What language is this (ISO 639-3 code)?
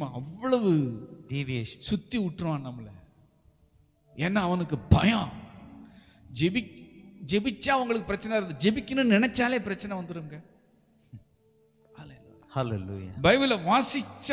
tam